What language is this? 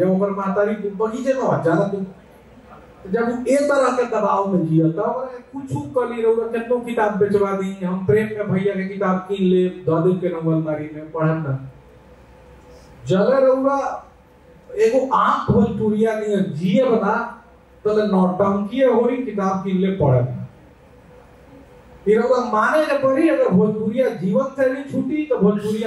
Bhojpuri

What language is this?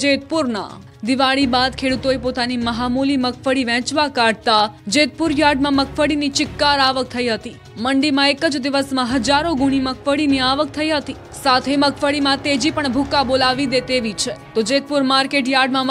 Gujarati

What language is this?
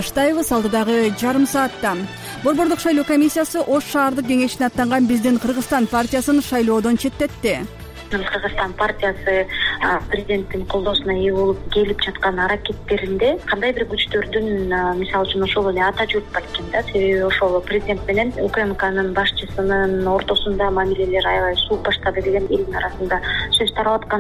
Kyrgyz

